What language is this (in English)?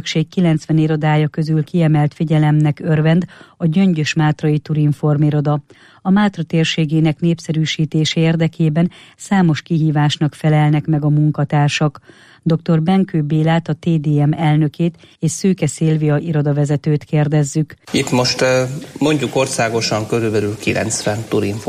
Hungarian